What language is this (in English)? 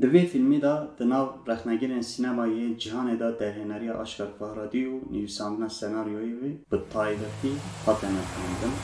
Kurdish